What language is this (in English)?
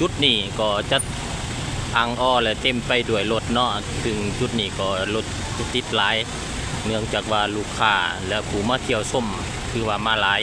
Lao